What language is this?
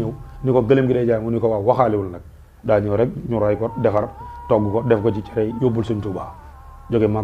Wolof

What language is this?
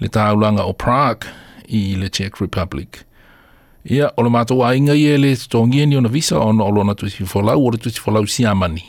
Samoan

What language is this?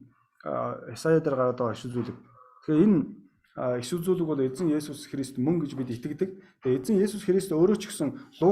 Mongolian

